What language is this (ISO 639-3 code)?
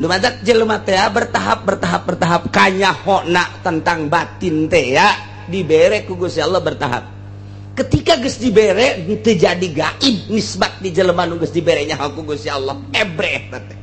sun